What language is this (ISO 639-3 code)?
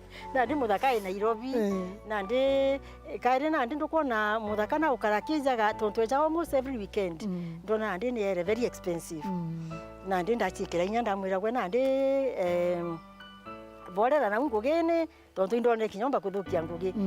mer